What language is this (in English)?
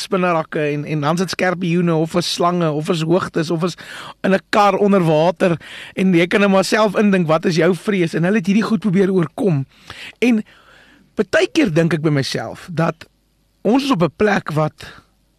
Afrikaans